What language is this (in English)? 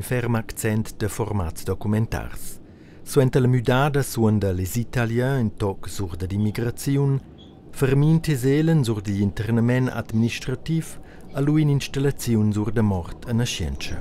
Romansh